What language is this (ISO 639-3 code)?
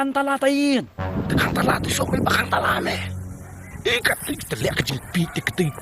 kha